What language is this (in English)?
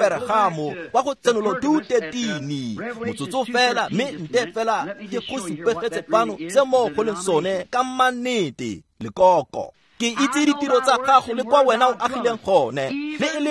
Tswana